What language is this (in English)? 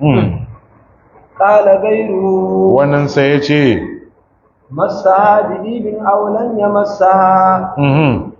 Hausa